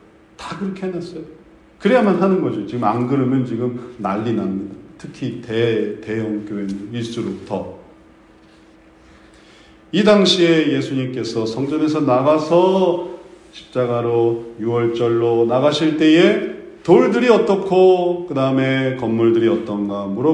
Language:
Korean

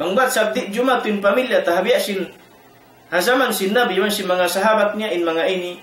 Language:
Tausug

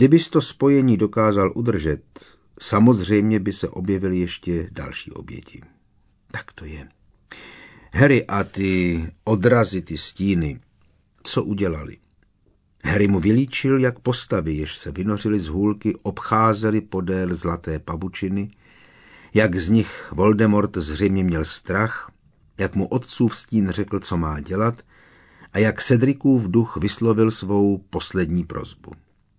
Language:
Czech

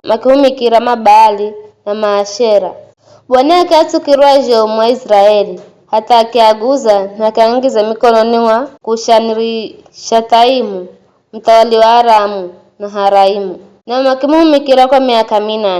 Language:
Giryama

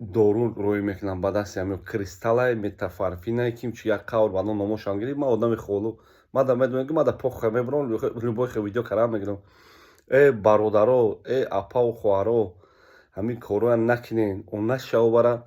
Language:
Tajik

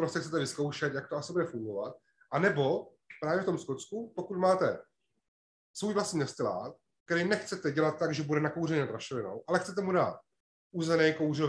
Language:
Czech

